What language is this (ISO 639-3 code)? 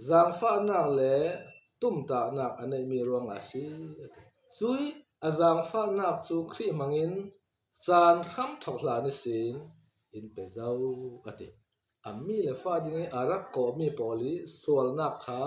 cfm